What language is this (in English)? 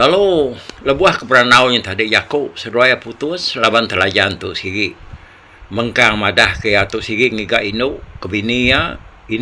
Iban